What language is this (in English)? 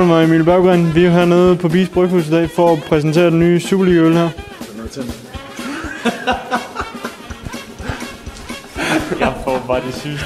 Danish